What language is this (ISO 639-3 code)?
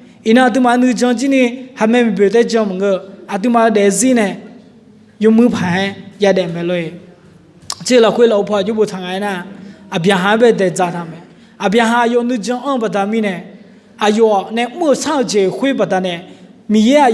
ahk